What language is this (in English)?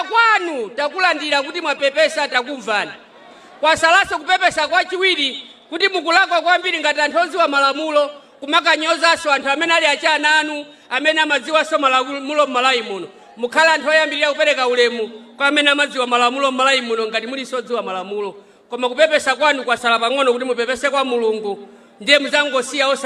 Nyanja